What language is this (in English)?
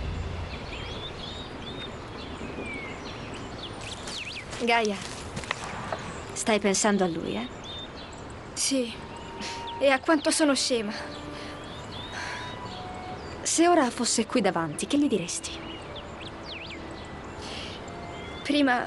Italian